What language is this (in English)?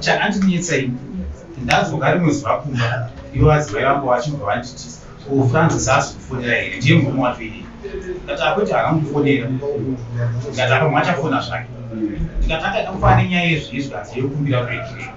Shona